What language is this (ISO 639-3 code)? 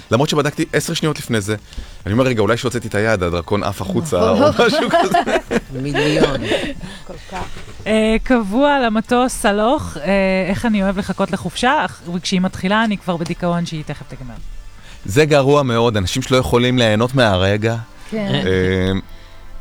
heb